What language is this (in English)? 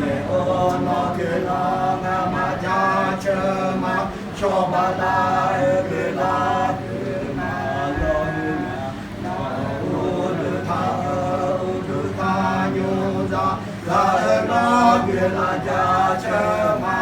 Akha